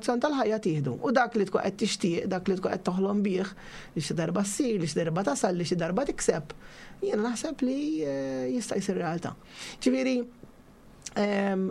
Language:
Maltese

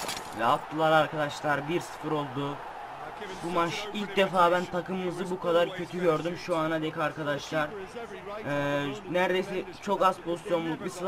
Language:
Turkish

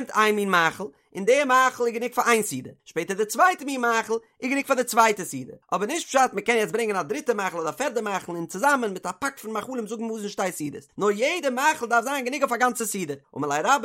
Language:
Yiddish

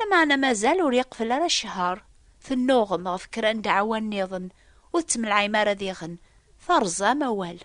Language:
Kabyle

